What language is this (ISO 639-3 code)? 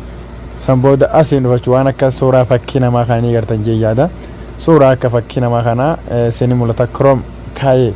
orm